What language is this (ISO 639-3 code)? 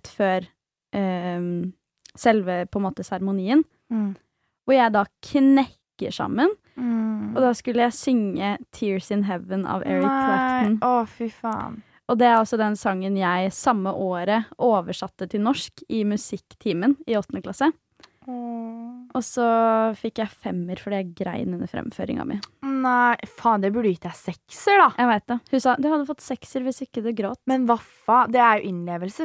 nor